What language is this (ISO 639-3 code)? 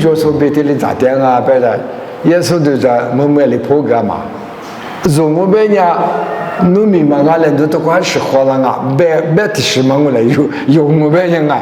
lis